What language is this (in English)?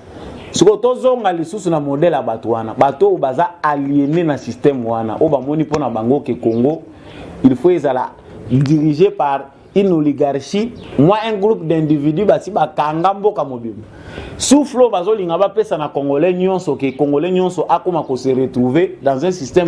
Lingala